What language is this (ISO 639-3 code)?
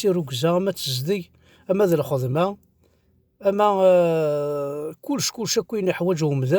kab